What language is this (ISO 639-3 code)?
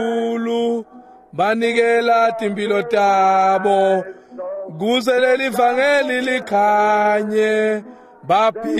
ssw